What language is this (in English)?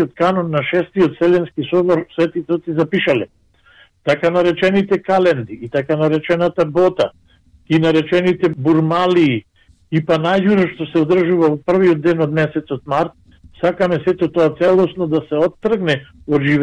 Macedonian